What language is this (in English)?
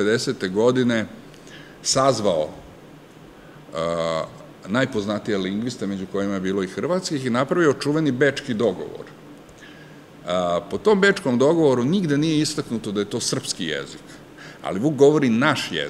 Serbian